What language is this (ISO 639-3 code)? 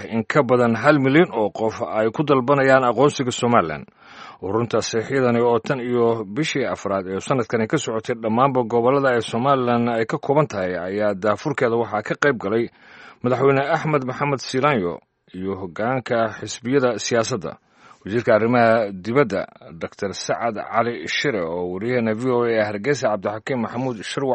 som